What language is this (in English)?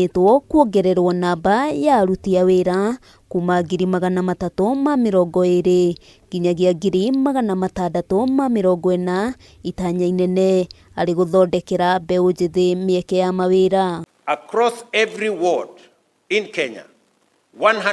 Kikuyu